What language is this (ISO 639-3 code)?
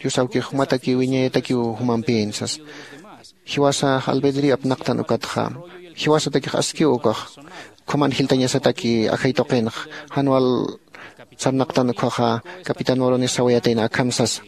aym